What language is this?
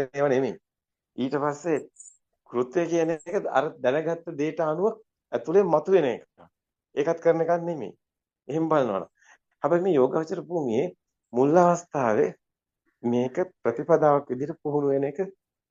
Sinhala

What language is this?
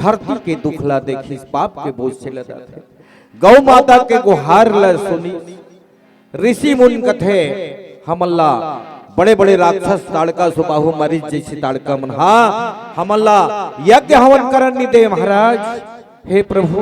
Chhattisgarhi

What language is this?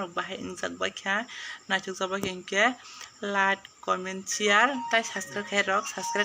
Kok Borok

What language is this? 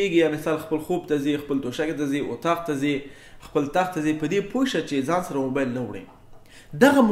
Pashto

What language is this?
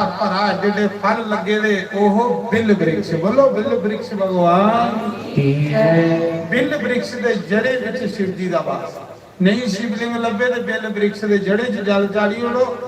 Dogri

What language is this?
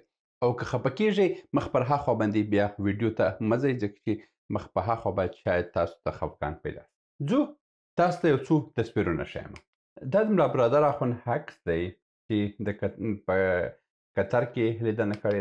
Pashto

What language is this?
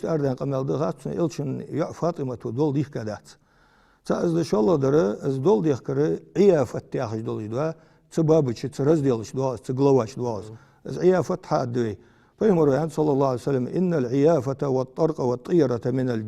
Ingush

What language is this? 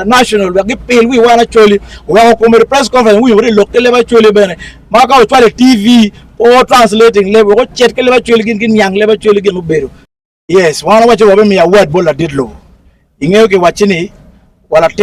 Acoli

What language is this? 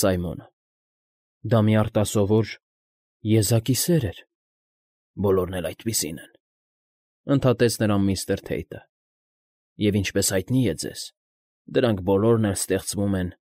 Armenian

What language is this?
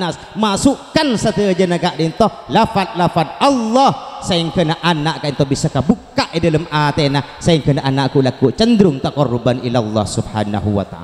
Madurese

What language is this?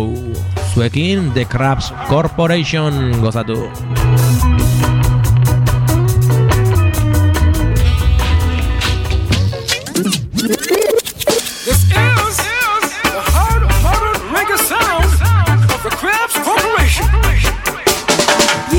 Basque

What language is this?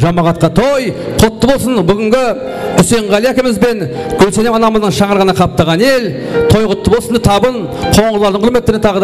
Kara-Kalpak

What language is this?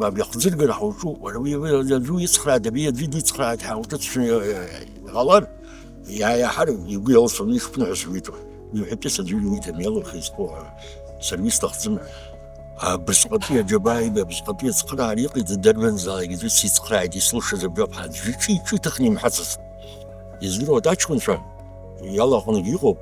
Abkhazian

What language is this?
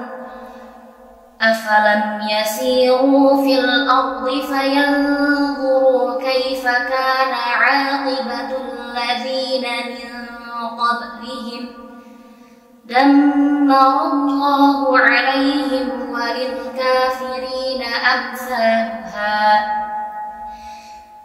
Arabic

